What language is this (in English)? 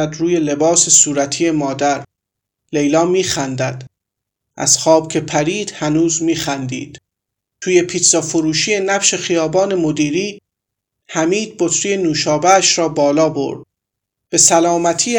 Persian